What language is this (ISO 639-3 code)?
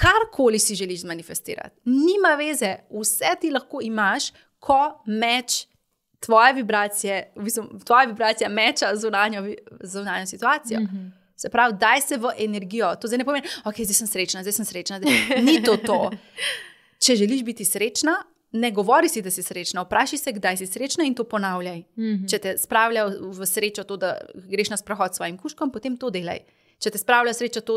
slv